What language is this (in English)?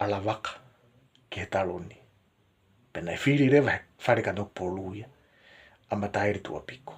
Tongan